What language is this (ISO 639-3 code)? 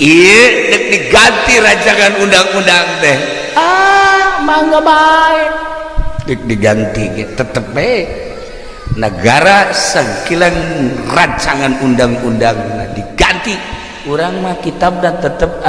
sun